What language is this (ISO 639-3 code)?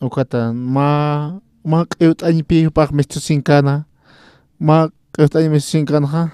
aym